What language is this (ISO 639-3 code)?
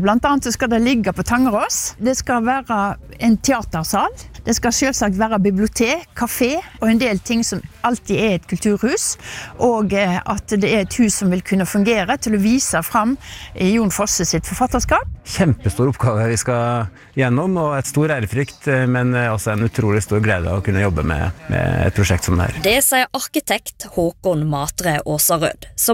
nor